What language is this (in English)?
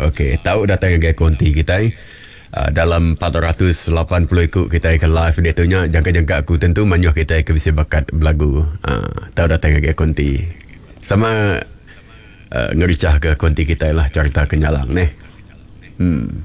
Iban